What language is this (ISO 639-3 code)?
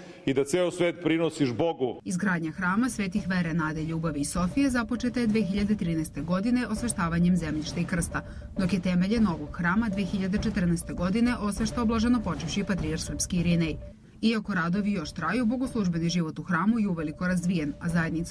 srp